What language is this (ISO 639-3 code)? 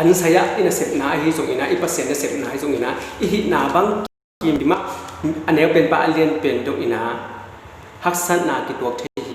ctd